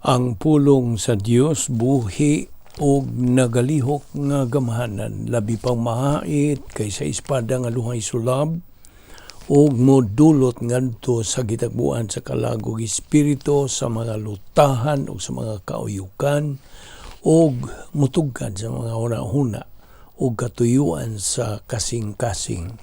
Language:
Cebuano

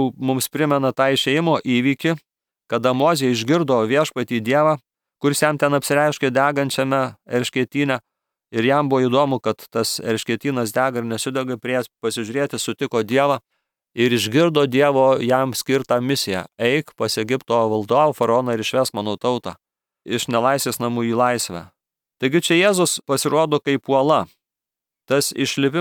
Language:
Lithuanian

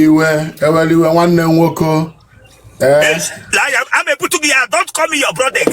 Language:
Igbo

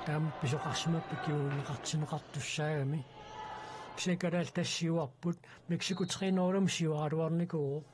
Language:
Kalaallisut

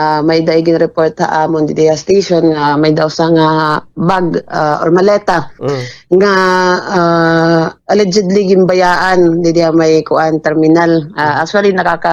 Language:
Waray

